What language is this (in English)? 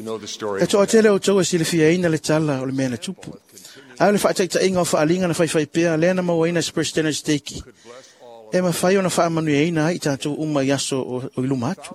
Samoan